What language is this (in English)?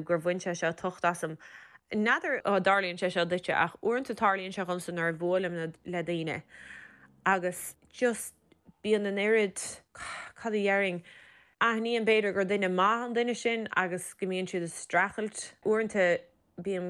Irish